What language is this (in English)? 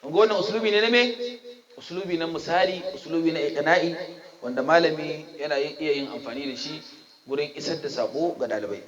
Hausa